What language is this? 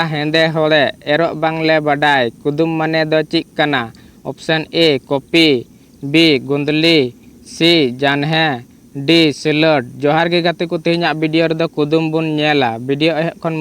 Santali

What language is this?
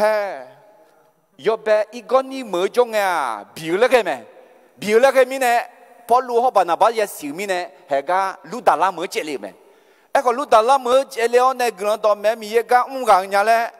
Akha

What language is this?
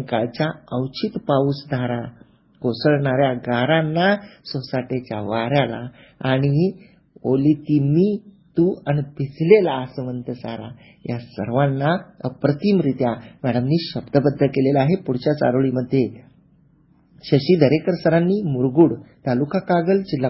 Marathi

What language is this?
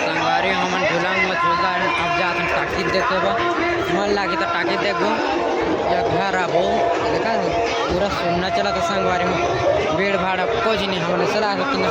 Chhattisgarhi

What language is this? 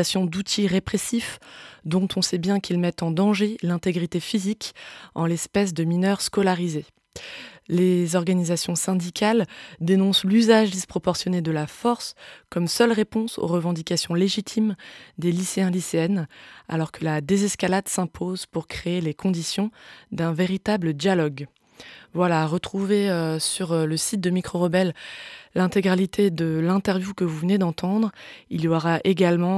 French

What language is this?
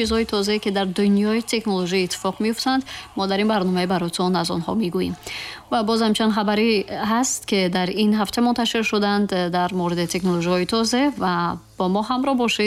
Tajik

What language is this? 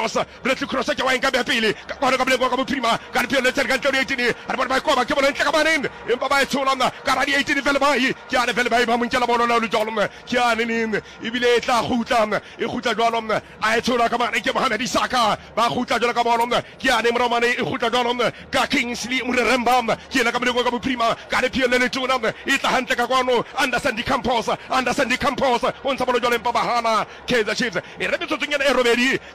Southern Sotho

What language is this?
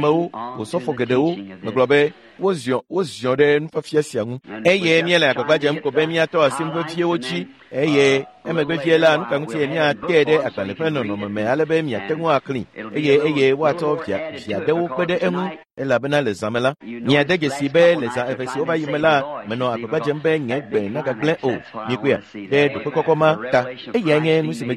Ewe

